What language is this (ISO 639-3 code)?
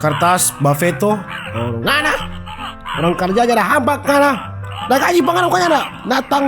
xmm